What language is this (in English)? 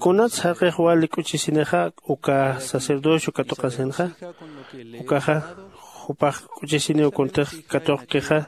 Aymara